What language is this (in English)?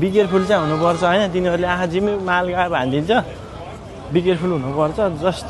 Nepali